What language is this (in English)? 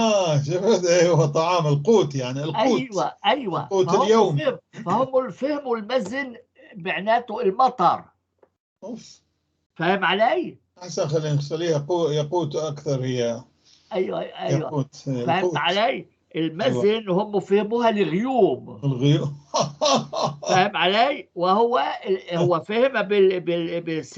North Levantine Arabic